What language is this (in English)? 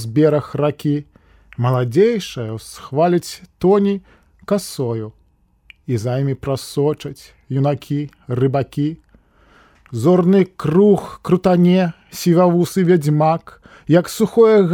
Belarusian